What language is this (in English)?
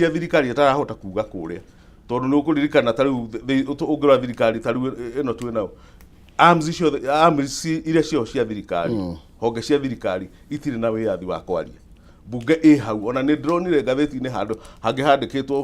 Kikuyu